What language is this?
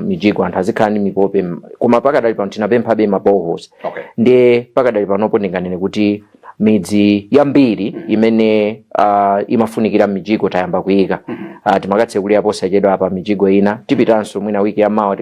Nyanja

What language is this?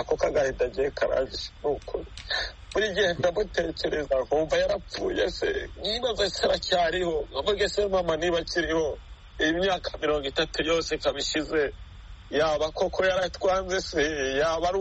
Kinyarwanda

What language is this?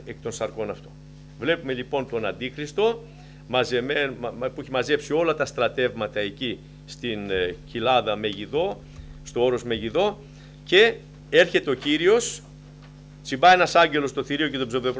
Greek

